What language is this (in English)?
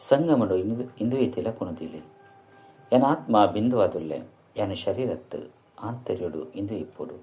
Tulu